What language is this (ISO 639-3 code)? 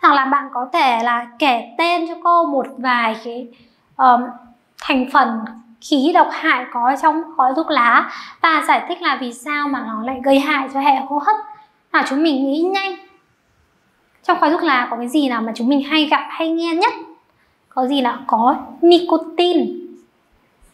vie